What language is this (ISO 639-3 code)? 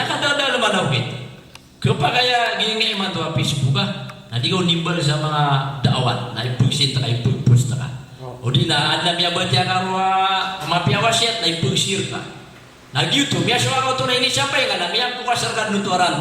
mrw